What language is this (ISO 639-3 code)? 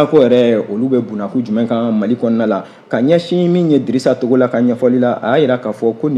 bam